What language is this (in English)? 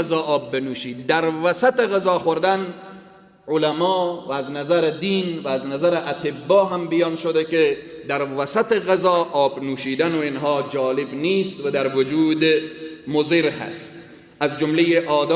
Persian